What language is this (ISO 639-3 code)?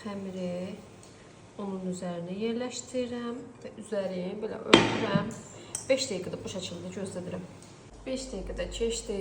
aze